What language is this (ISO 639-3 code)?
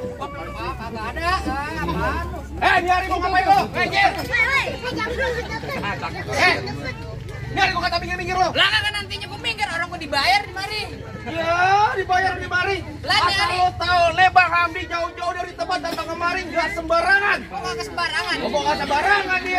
bew